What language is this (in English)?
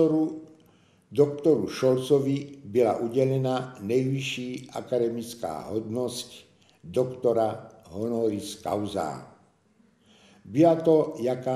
Czech